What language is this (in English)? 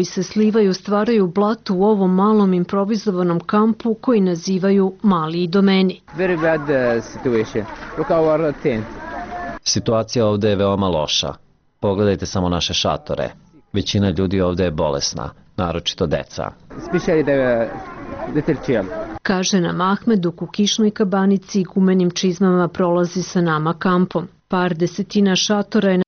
Serbian